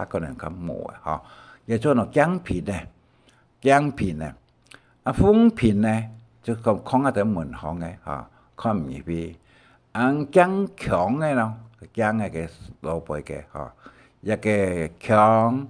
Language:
Hakka Chinese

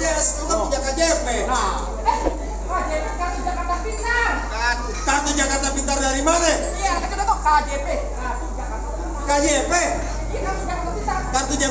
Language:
Betawi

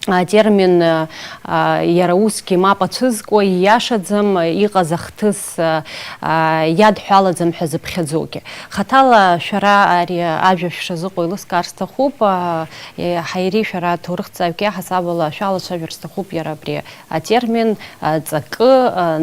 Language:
Abkhazian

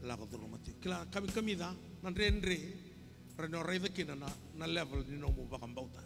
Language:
Fijian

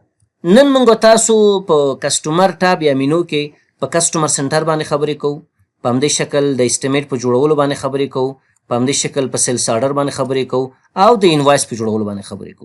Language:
Pashto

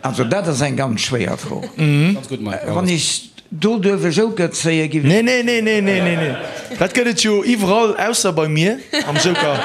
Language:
Luxembourgish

